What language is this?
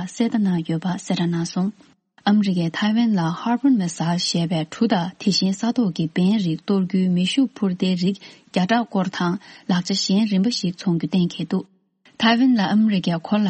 Tibetan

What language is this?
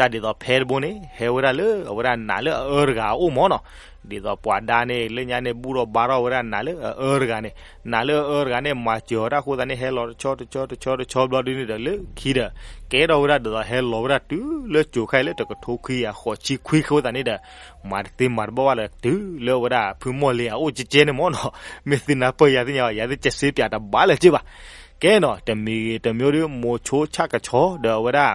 S'gaw Karen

